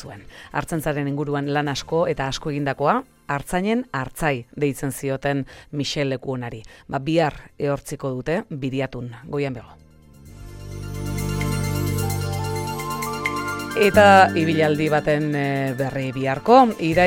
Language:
Basque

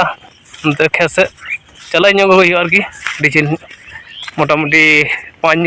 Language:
Santali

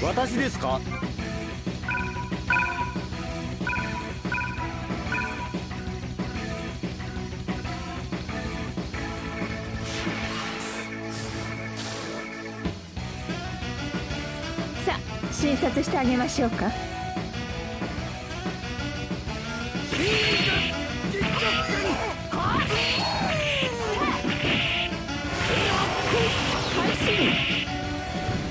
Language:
Japanese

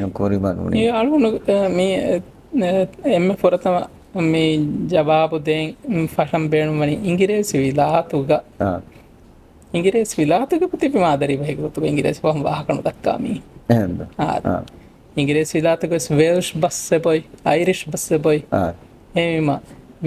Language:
Divehi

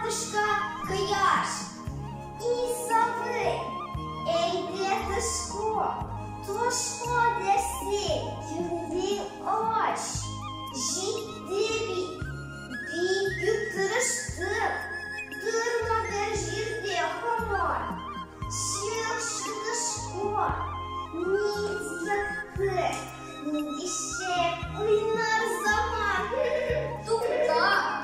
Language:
Tatar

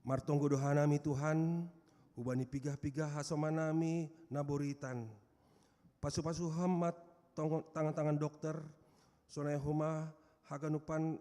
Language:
Batak Simalungun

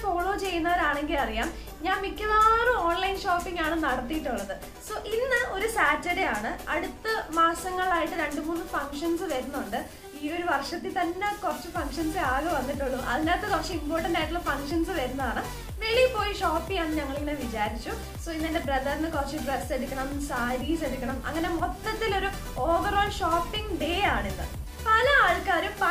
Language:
Malayalam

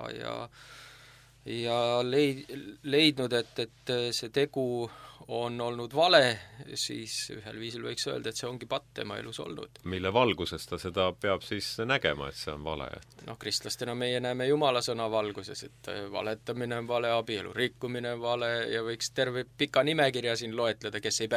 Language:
Estonian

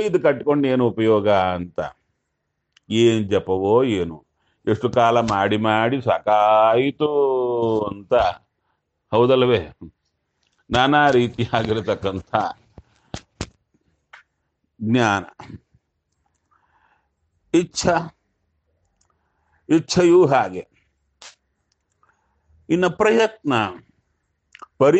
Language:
Kannada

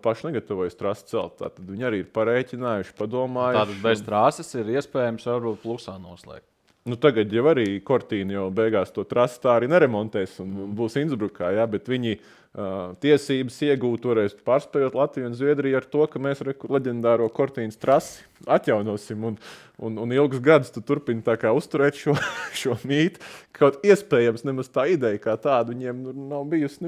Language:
Latvian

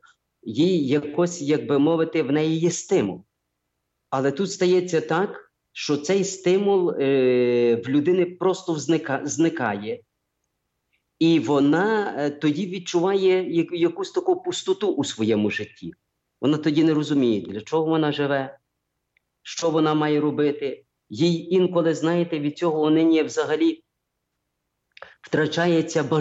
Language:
Ukrainian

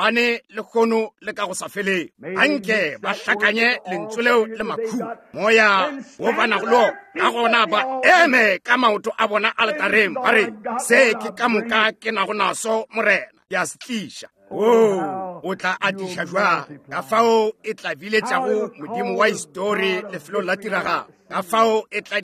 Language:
Northern Sotho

